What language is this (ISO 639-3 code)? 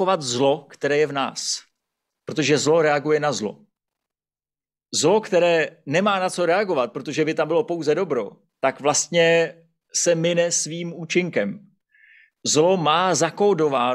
ces